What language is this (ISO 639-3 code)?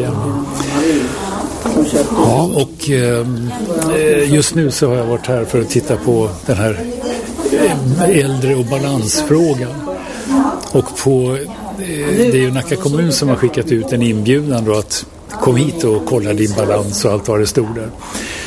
swe